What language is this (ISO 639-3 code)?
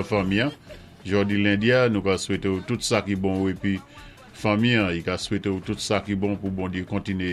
acf